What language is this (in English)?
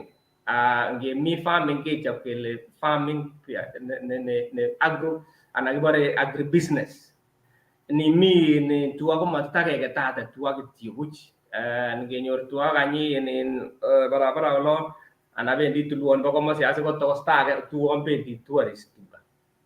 Kalenjin